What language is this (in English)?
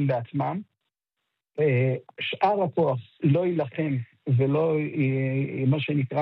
Hebrew